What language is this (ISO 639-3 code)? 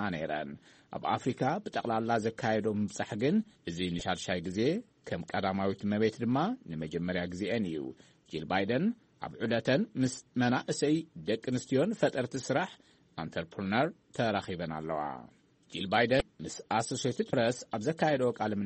tir